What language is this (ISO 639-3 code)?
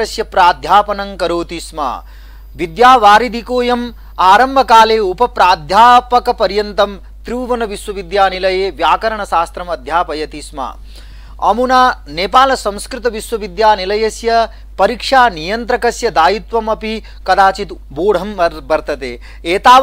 san